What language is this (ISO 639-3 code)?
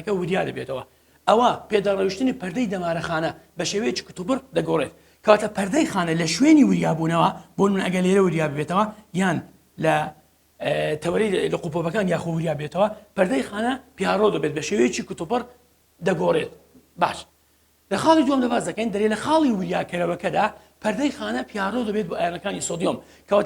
ckb